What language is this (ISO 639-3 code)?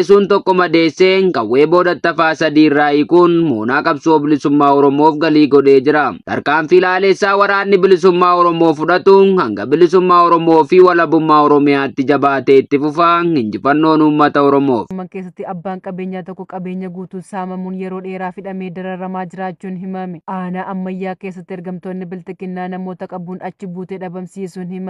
orm